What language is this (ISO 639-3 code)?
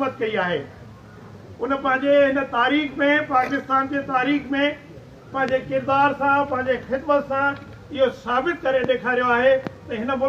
snd